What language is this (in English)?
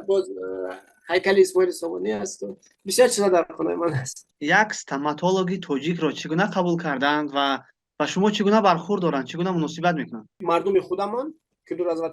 Tajik